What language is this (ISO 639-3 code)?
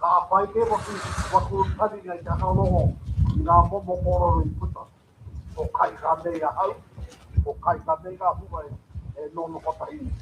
mri